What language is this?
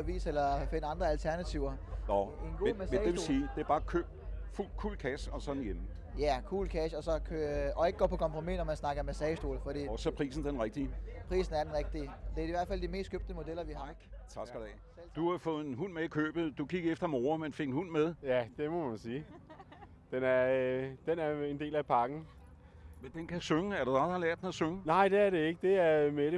Danish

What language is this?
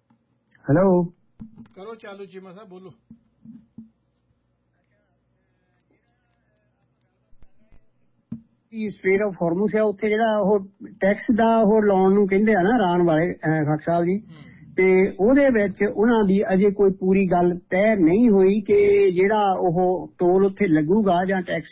Punjabi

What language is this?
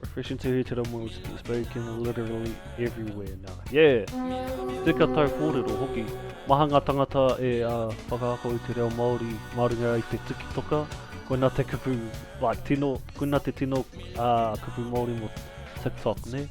Māori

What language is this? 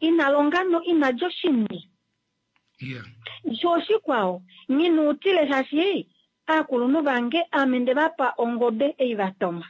Kuanyama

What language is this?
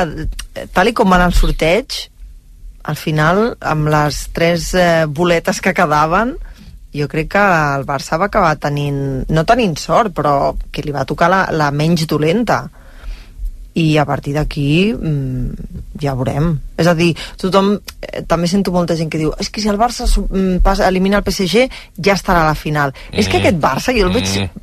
Catalan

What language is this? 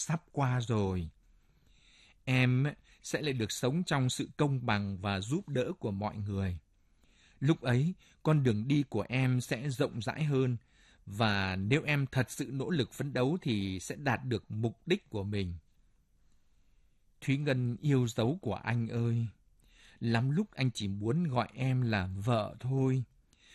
Vietnamese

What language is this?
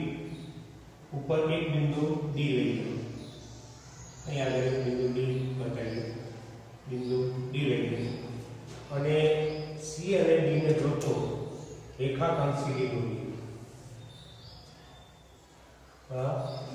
Gujarati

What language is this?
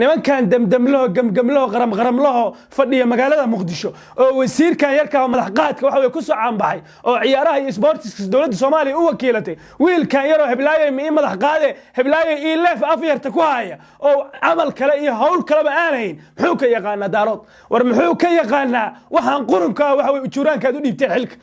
Somali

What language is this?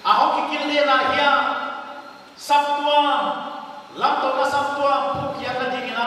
Paite Chin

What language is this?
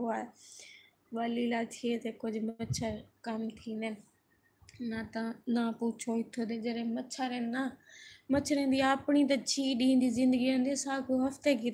Saraiki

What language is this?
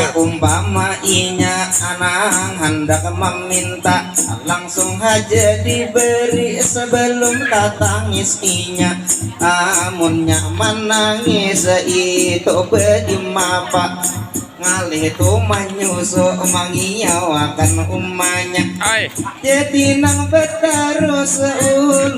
Banjar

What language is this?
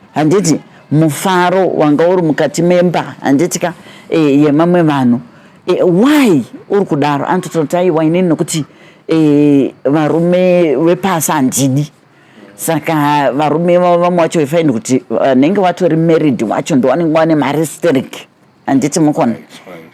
Shona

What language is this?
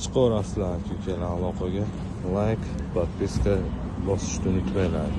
Uzbek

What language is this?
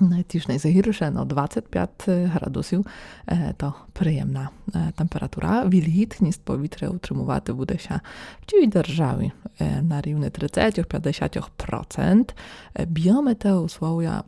Rusyn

